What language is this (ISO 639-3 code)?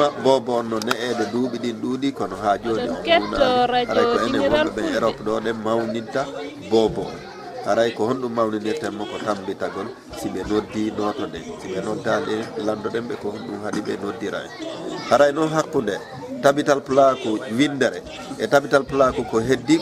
ful